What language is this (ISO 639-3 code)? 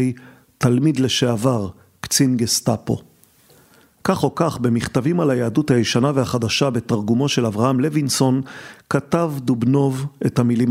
heb